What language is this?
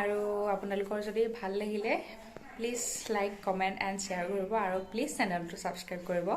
Assamese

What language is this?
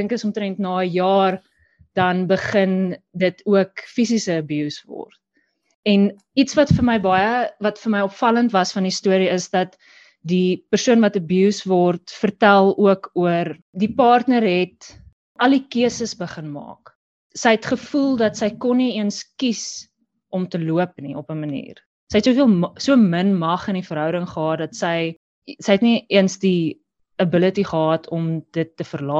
Afrikaans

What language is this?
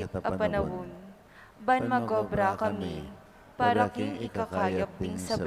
Pampanga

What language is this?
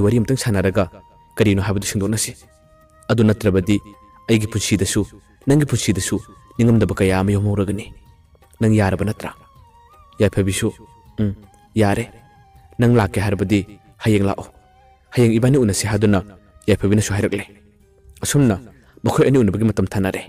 Manipuri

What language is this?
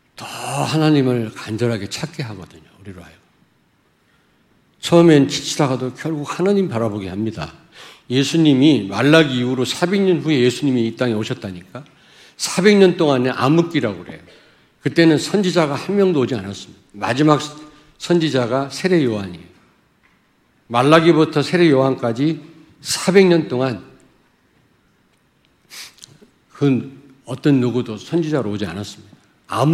Korean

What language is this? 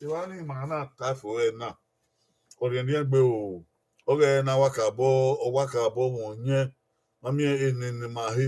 Bini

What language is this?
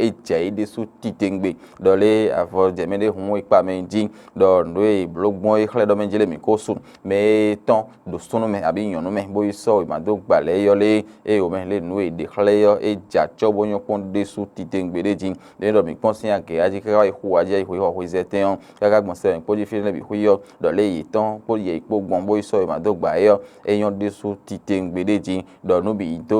Fon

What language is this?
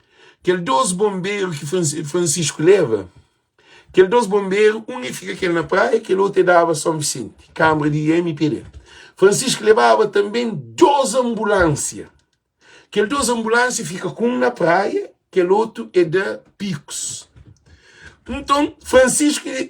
Kabuverdianu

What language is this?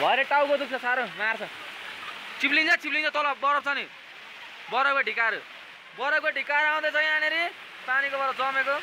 Nepali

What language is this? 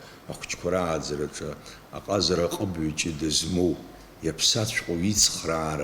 Abkhazian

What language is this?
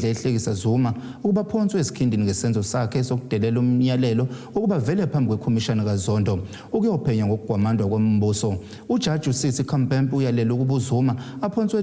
Zulu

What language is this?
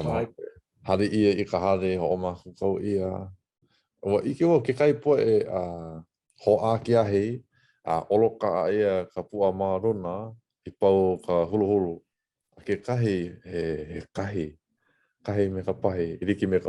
Hawaiian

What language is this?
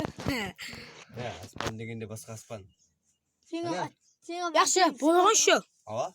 Kara-Kalpak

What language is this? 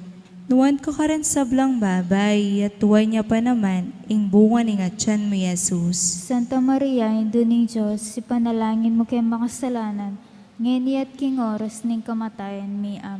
Pampanga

